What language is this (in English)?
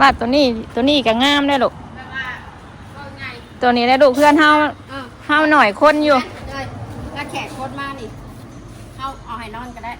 Northeastern Thai